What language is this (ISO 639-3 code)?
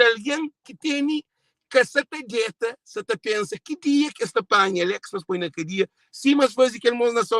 kea